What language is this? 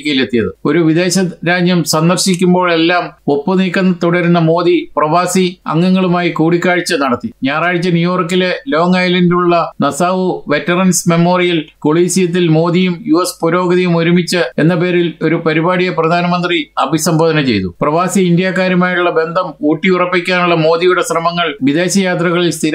Malayalam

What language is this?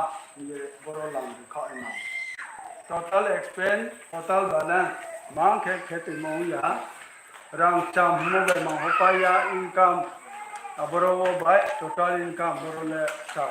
Riang (India)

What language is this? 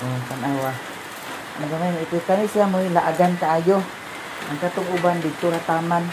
Cebuano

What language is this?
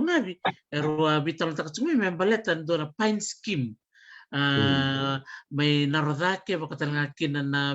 Fijian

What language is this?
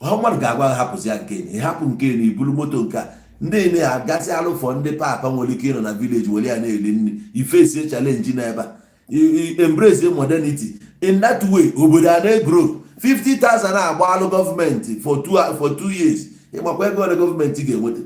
Igbo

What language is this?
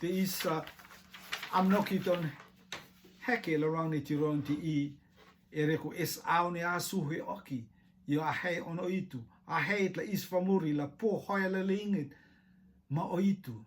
Rotuman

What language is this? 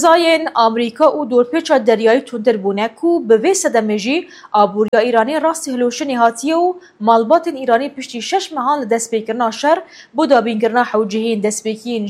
Kurdish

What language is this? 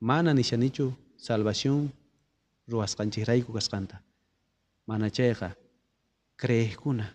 South Bolivian Quechua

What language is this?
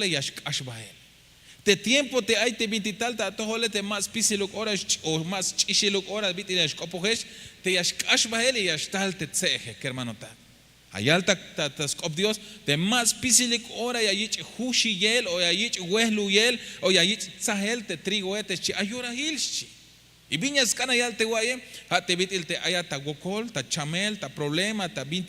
Tzeltal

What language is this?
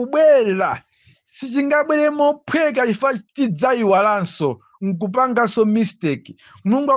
Nyanja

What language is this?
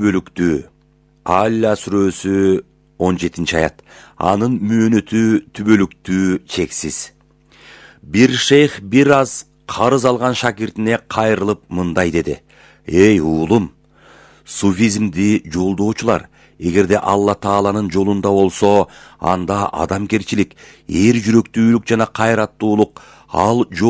Kyrgyz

